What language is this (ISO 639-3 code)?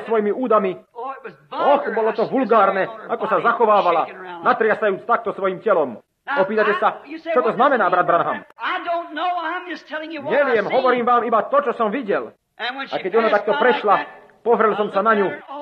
slk